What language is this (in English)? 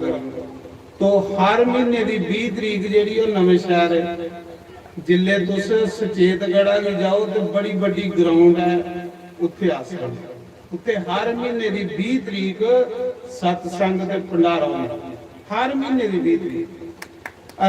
Dogri